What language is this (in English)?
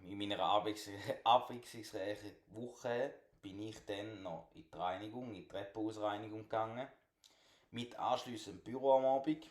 Swiss German